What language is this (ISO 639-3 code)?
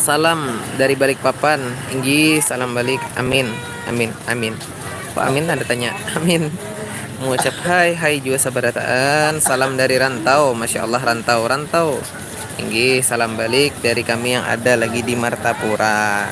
bjn